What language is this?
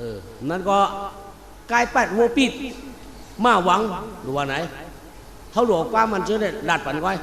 Shan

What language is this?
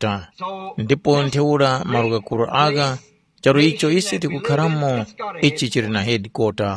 Tumbuka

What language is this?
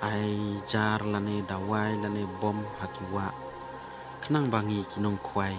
Khasi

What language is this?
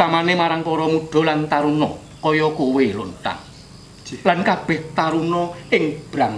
Javanese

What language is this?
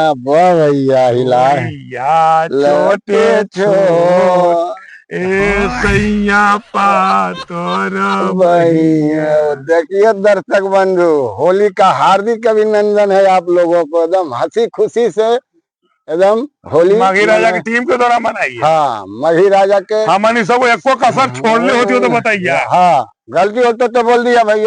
Magahi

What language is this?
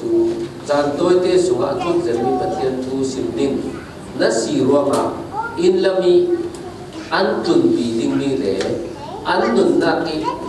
Falam Chin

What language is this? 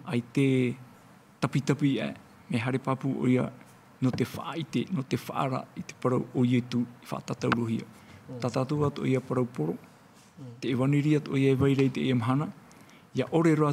Tahitian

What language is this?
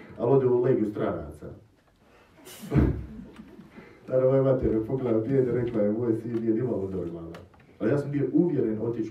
Croatian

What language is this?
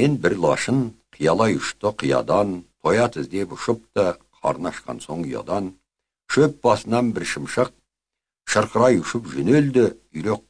Kazakh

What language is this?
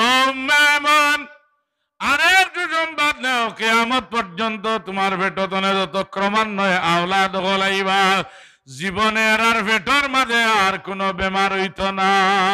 Sylheti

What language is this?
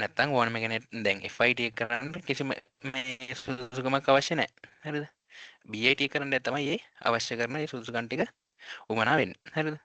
Sinhala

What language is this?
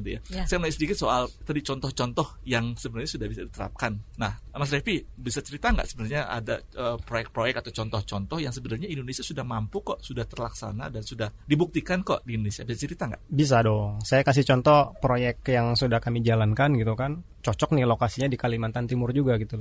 Indonesian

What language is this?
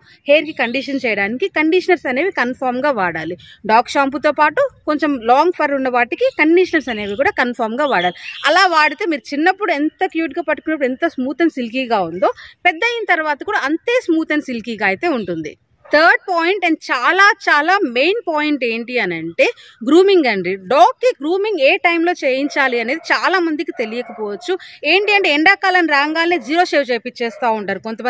Telugu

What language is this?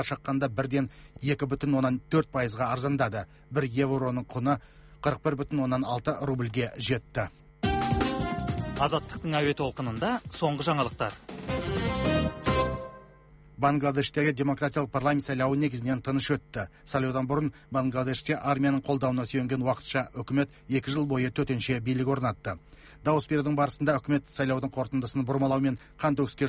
Kazakh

